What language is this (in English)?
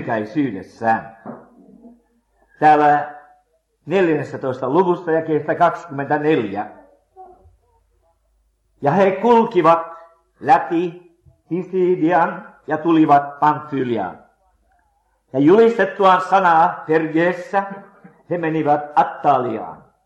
Finnish